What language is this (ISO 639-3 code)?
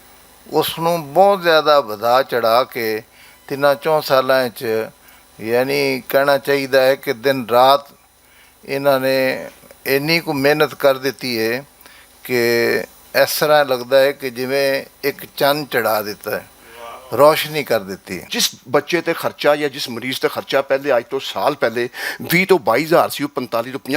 lah